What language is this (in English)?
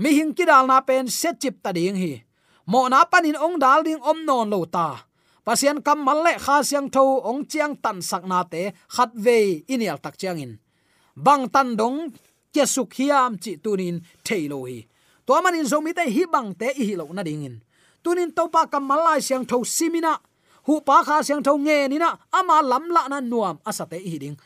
Tedim Chin